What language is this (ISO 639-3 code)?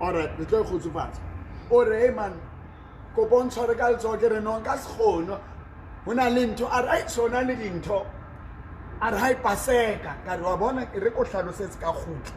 sot